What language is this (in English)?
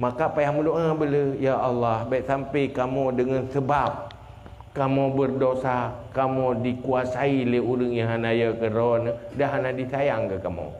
Achinese